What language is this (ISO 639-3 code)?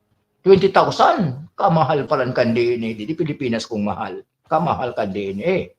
bik